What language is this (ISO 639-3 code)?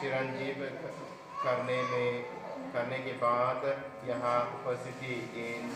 sat